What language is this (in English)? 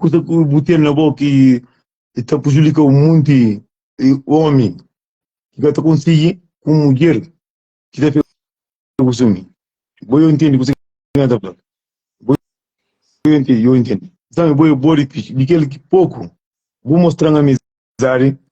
Kabuverdianu